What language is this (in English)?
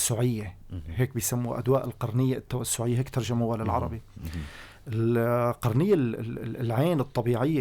North Levantine Arabic